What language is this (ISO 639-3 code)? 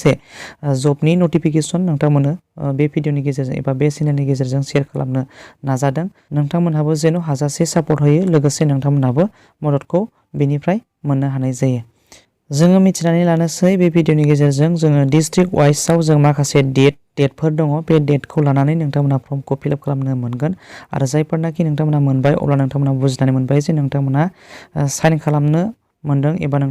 brx